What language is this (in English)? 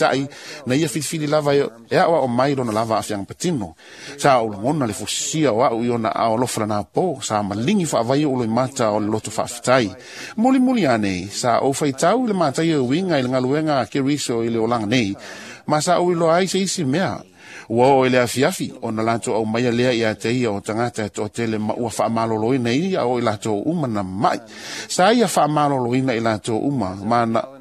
Samoan